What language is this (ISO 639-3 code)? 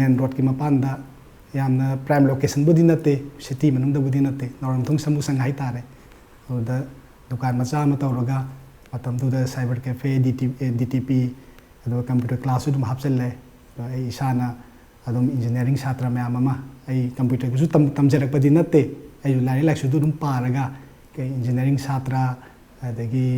mni